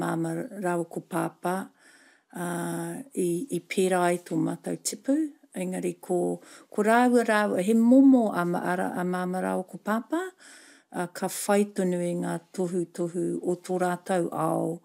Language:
Māori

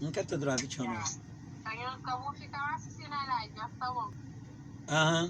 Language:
Kabuverdianu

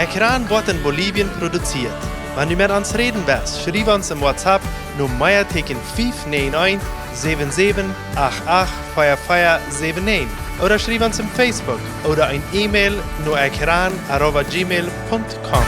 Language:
Plautdietsch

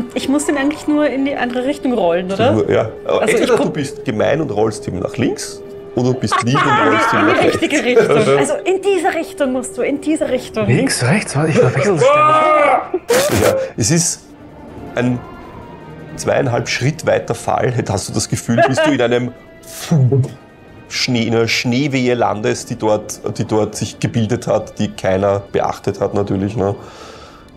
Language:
German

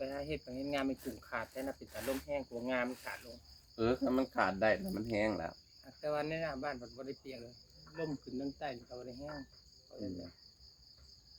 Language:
Northeastern Thai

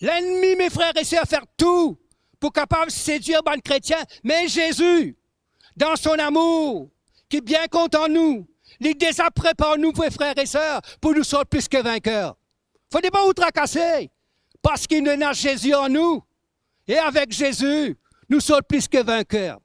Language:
Morisyen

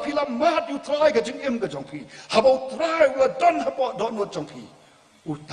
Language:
Khasi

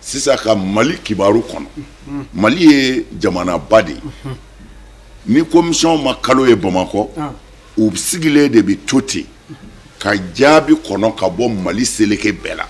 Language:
Bambara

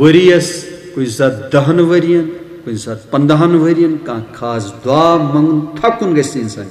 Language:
Kashmiri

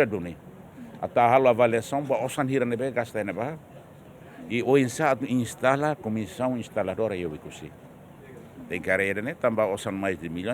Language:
Tetum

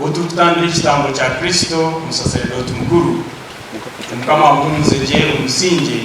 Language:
Nyankole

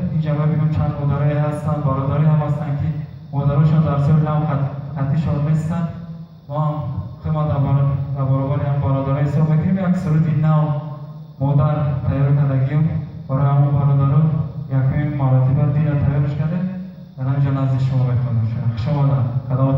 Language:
Tajik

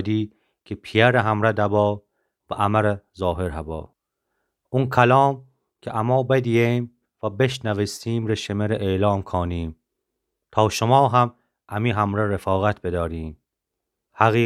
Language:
Gilaki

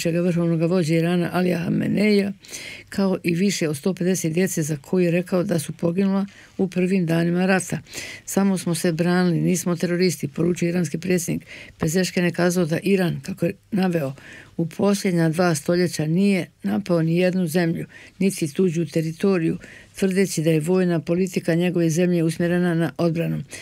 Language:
Bosnian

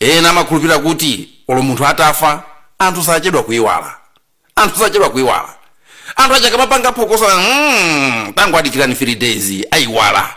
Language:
Nyanja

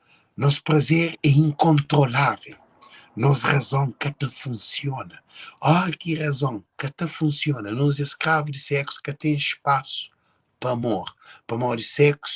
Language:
Kabuverdianu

